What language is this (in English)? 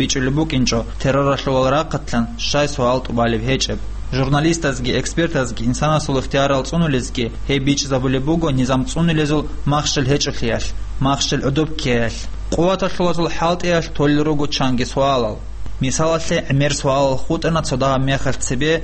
Avaric